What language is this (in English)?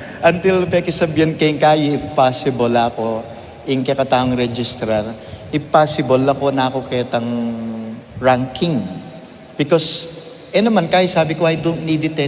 Pampanga